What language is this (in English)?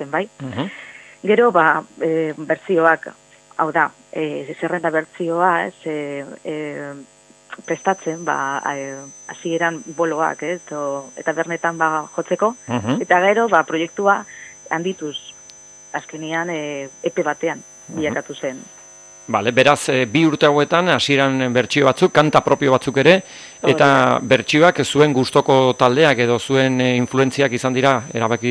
Basque